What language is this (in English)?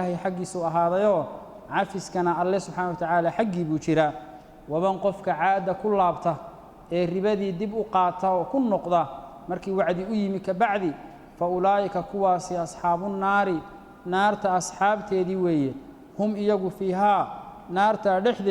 Somali